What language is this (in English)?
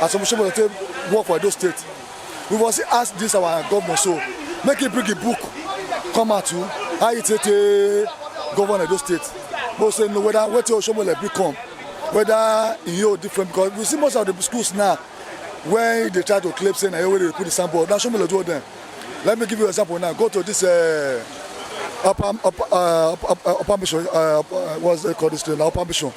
Nigerian Pidgin